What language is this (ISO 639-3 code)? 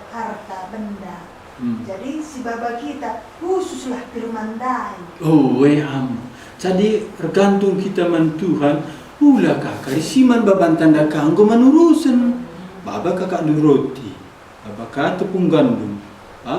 btx